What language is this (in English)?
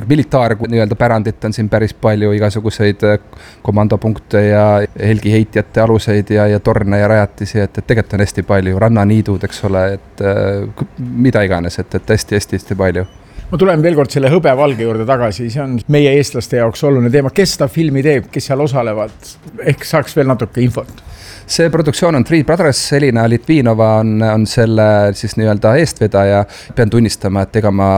Estonian